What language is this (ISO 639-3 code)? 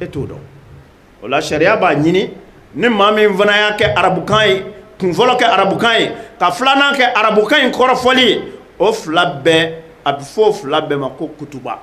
bam